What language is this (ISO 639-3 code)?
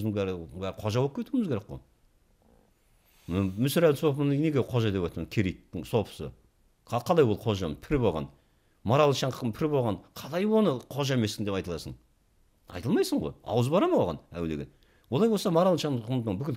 kaz